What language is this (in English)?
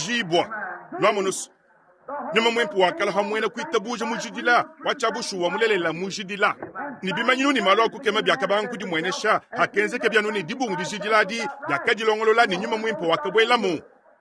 Luba-Lulua